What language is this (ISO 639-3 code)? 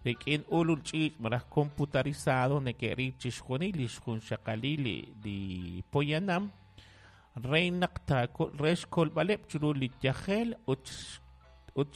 kek